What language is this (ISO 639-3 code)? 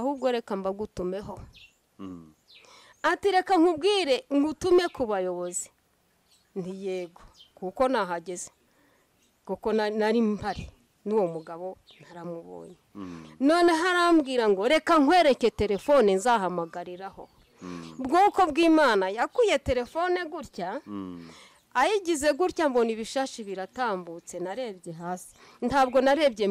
kin